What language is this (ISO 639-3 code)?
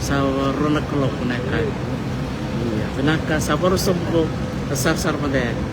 fij